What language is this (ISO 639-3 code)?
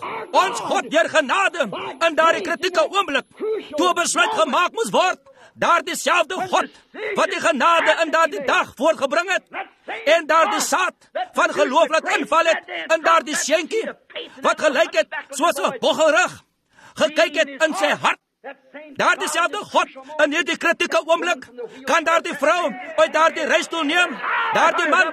afr